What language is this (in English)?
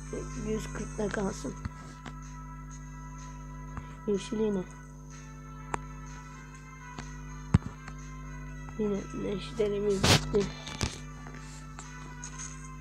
Turkish